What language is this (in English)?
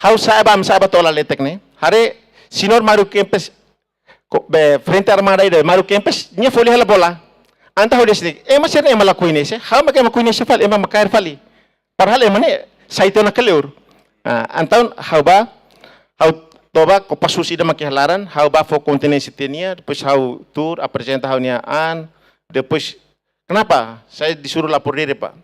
Tetum